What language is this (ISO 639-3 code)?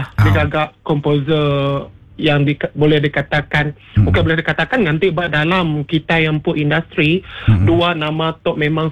iba